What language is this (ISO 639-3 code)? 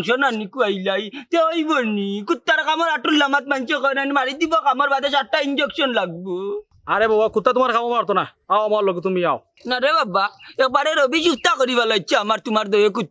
syl